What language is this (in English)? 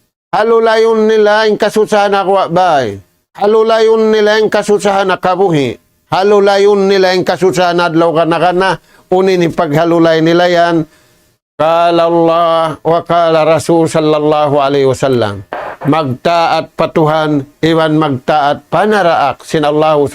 Tausug